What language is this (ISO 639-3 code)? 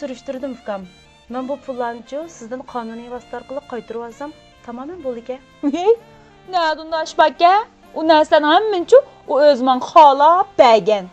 uig